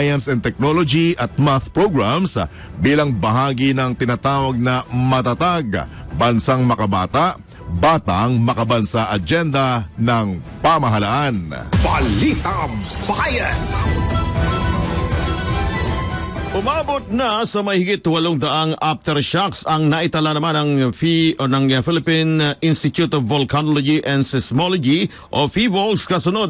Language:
Filipino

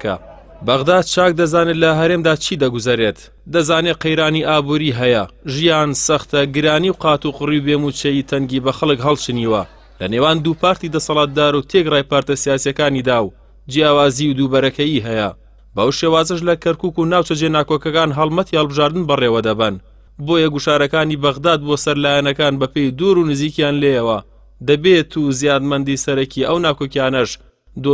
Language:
Central Kurdish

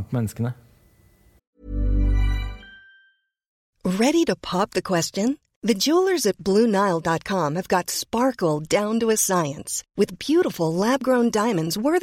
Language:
Norwegian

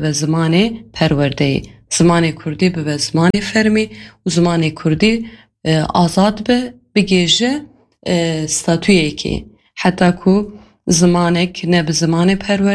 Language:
Kurdish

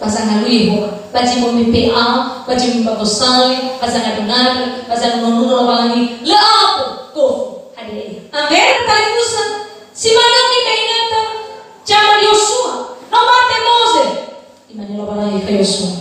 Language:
Nias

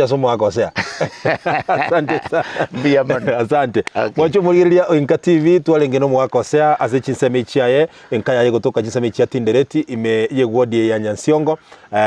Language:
Gusii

